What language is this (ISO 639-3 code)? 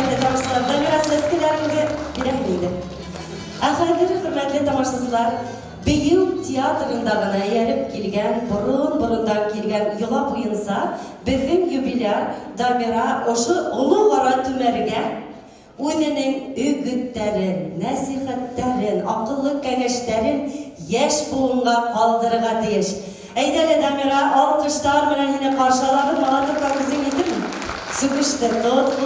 bak